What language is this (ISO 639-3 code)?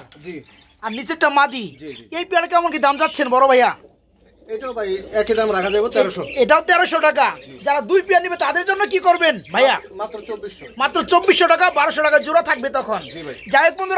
ben